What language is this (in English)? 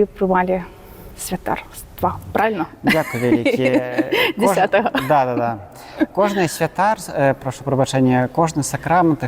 Belarusian